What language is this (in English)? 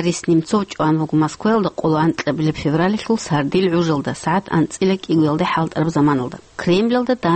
Avaric